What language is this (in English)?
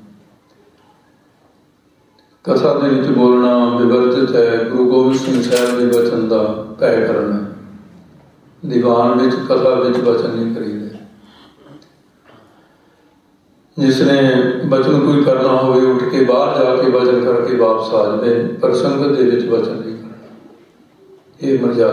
Punjabi